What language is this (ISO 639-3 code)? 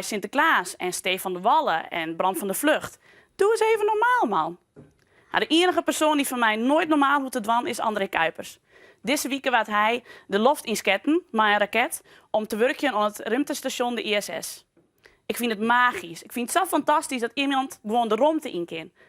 fry